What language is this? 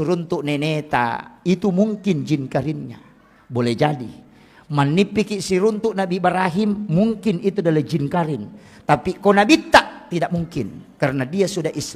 Buginese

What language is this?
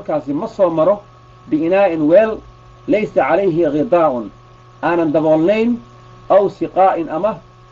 Somali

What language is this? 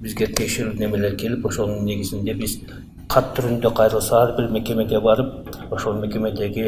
Kyrgyz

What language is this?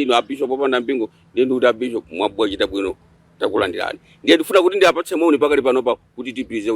Nyanja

